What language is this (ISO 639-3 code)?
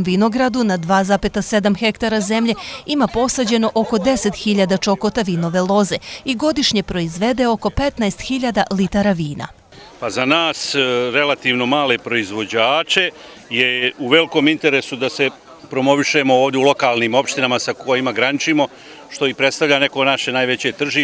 bos